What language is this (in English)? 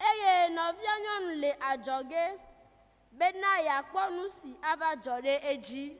Ewe